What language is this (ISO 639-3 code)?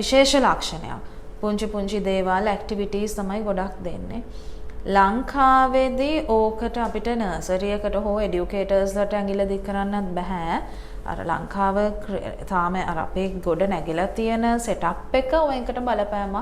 sin